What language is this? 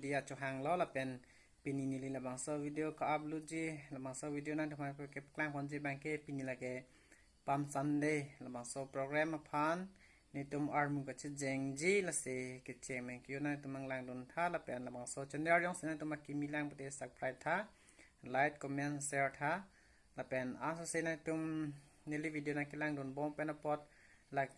Karbi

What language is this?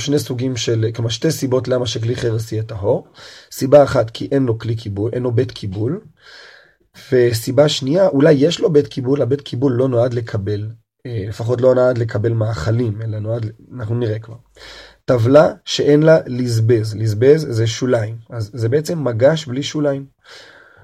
Hebrew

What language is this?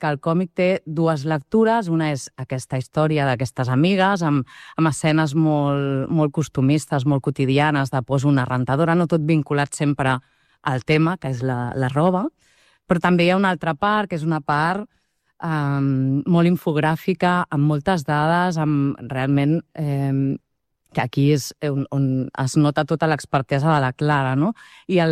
Catalan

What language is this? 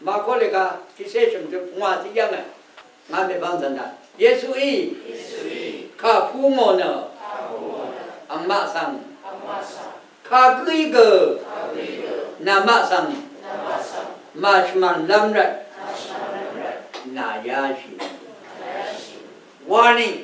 Rawang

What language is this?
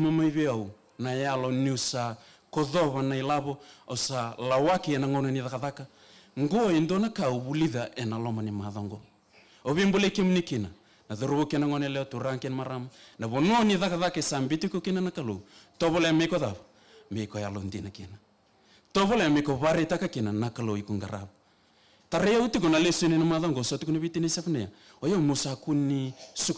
Fijian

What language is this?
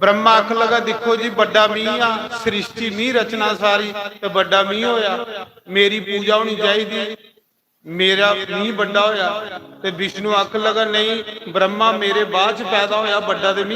Dogri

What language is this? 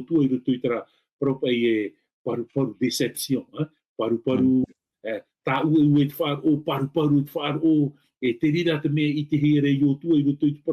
Tahitian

